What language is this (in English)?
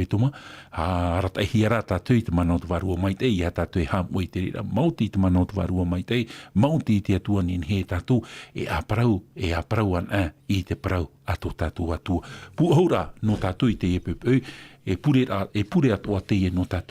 Tahitian